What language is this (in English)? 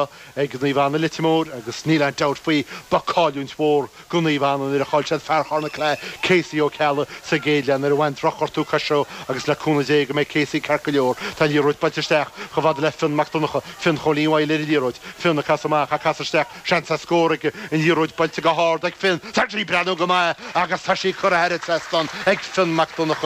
Irish